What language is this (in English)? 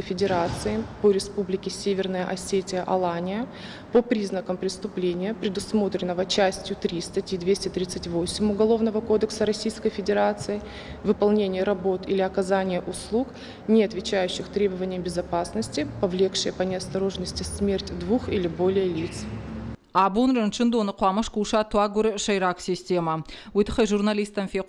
Ossetic